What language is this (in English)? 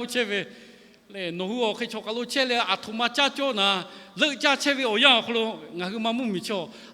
Lahu